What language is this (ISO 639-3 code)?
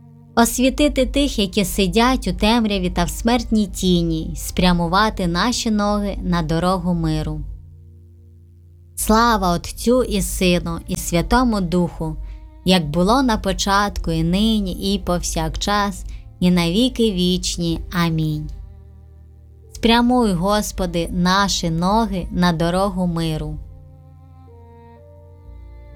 ukr